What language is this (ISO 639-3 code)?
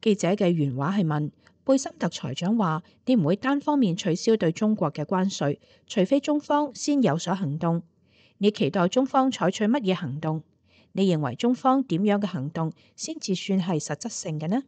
yue